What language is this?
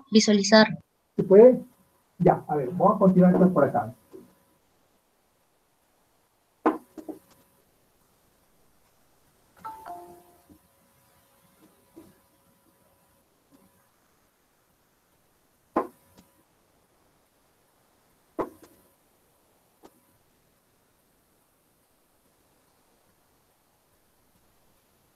Spanish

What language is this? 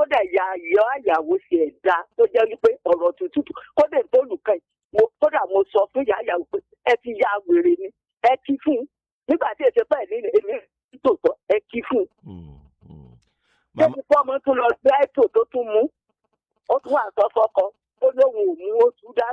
Yoruba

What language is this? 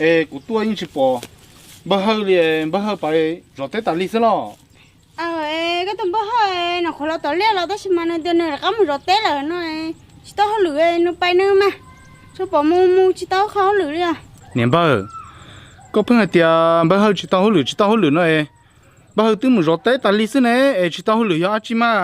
Hmong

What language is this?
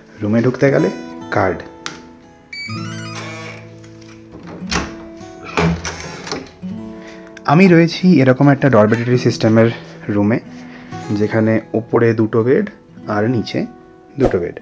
Bangla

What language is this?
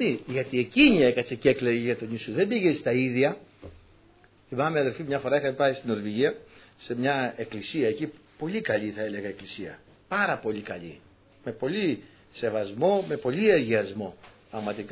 Greek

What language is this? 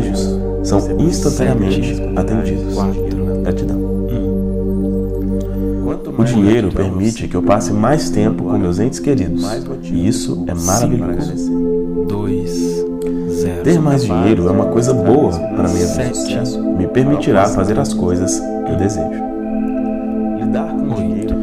Portuguese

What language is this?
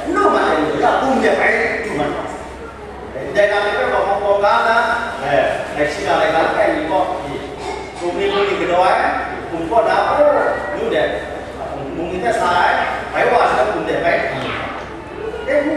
Kachin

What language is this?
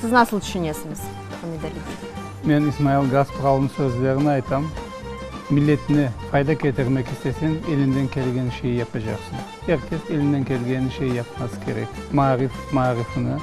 Crimean Tatar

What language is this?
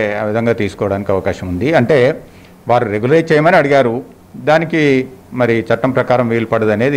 Telugu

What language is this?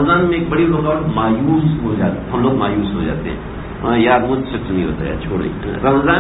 Urdu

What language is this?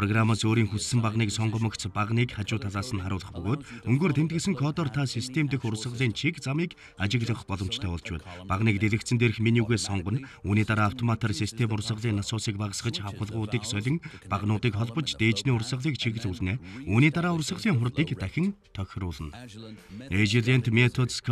Mongolian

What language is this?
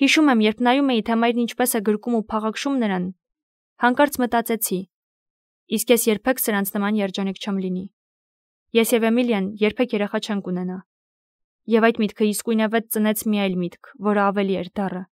Armenian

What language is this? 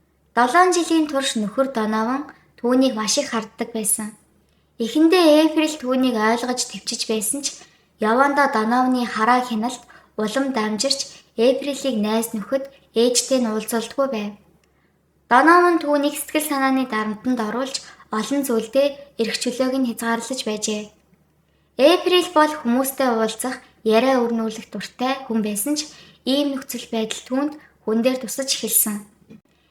Mongolian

